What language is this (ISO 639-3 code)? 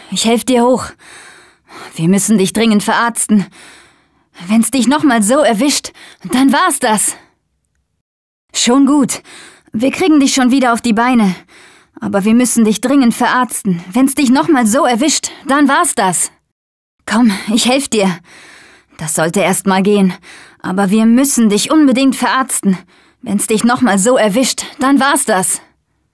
deu